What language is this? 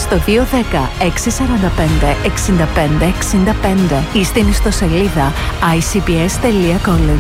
Greek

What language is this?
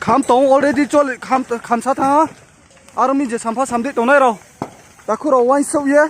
Riang (India)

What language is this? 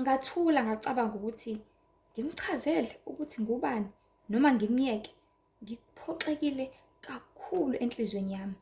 Zulu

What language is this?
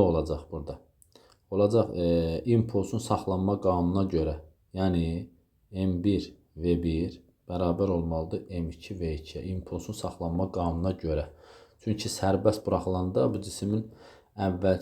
Azerbaijani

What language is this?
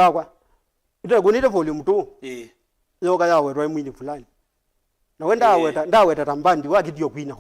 Kamba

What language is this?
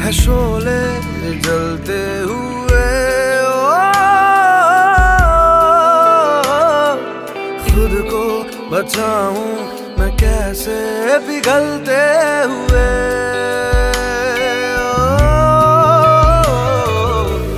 Hindi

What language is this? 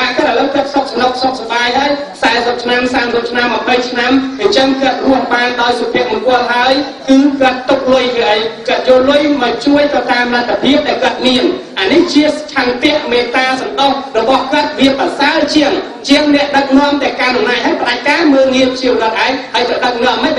Khmer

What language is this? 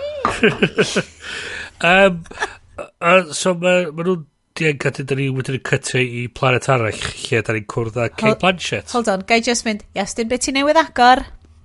Welsh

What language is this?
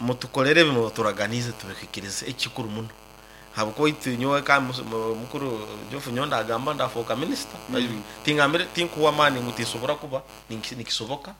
Nyankole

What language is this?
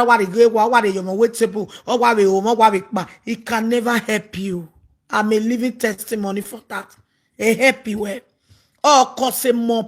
Nigerian Pidgin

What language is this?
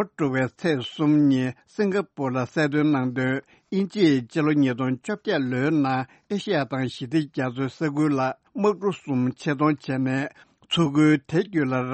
Tibetan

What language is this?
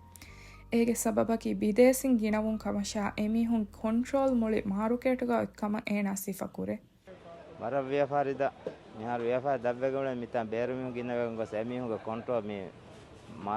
Divehi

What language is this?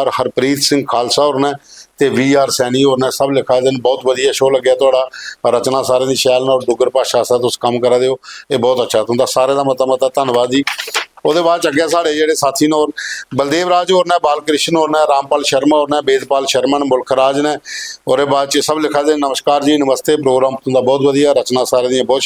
Dogri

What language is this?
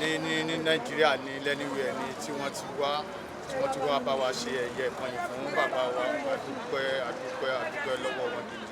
Yoruba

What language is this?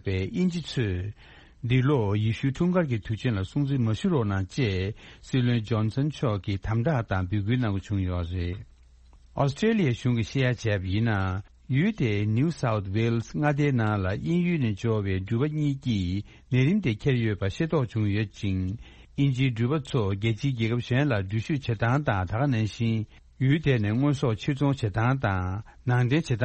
Tibetan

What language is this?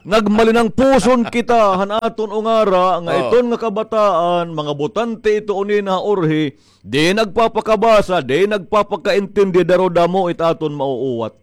Waray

